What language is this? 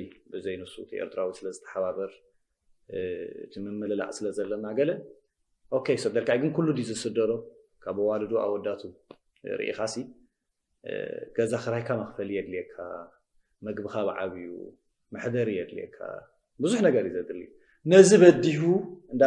Tigrinya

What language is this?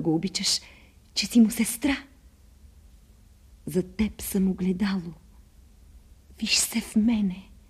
Bulgarian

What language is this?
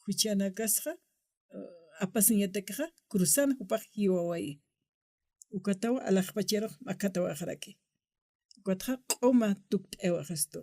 Aymara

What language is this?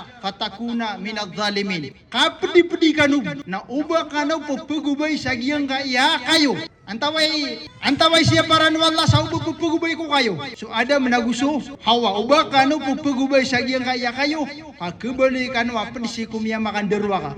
Maranao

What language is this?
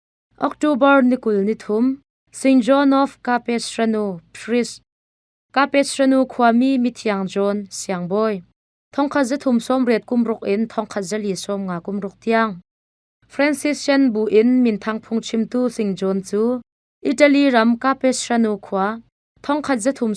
Hakha Chin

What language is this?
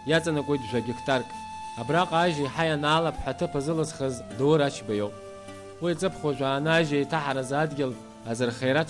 Abkhazian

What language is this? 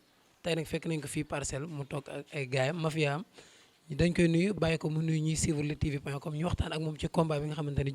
Wolof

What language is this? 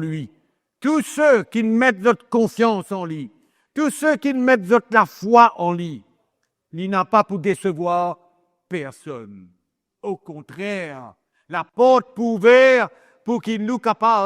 Morisyen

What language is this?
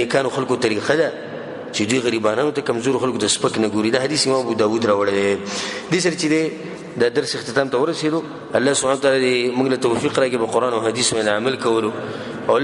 Pashto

